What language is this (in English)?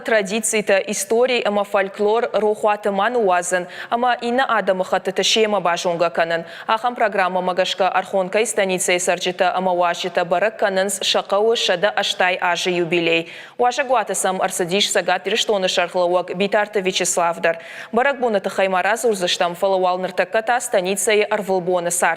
Ossetic